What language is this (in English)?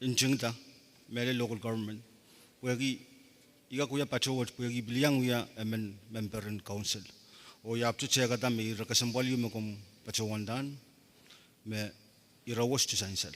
Pohnpeian